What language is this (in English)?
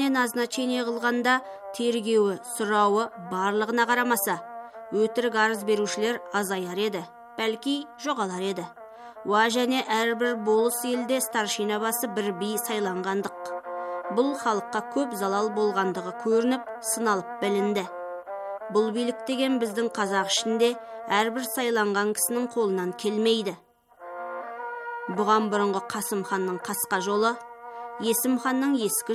Kazakh